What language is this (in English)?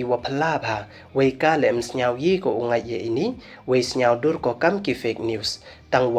Pnar